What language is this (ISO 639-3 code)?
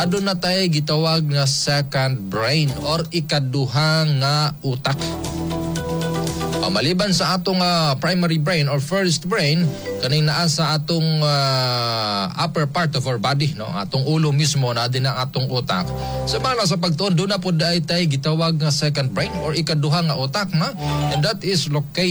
ceb